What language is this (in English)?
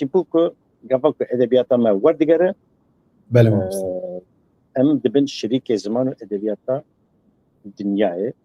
Kurdish